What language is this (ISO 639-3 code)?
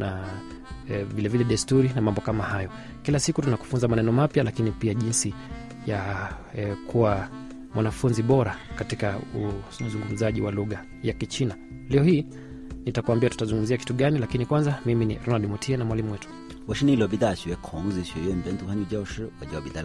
swa